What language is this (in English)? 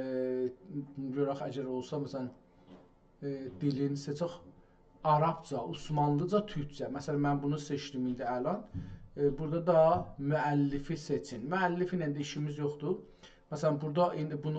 South Azerbaijani